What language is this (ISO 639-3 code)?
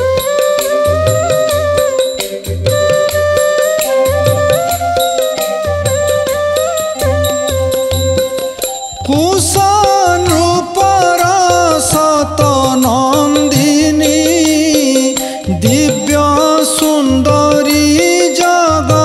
ori